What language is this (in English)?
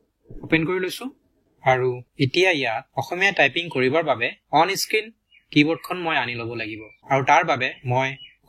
Assamese